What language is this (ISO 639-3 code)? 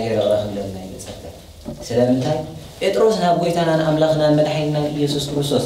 tir